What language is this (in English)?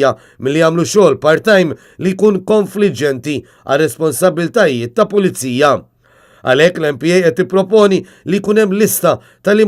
Maltese